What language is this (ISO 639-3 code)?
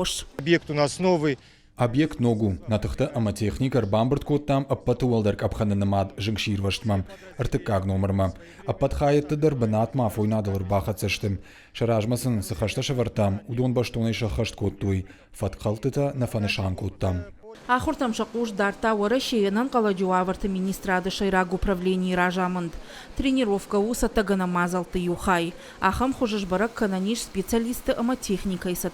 oss